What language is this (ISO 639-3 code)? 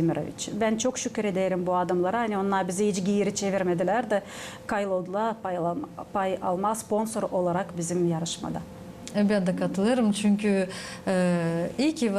gag